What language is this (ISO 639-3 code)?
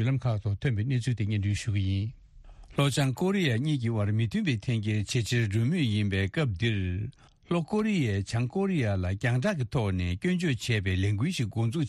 bod